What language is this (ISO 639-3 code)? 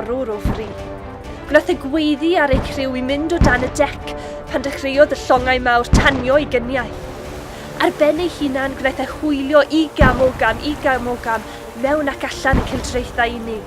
cym